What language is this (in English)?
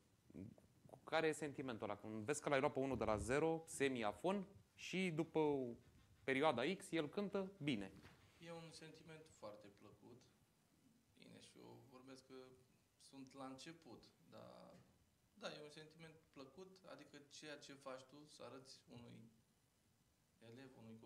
Romanian